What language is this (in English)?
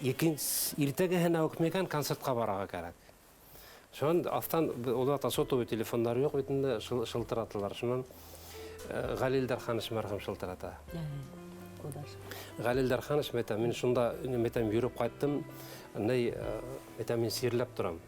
Bashkir